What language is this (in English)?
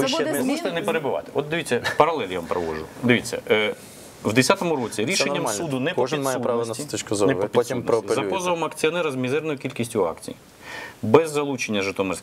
Ukrainian